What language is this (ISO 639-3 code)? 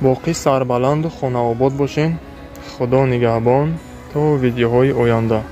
tgk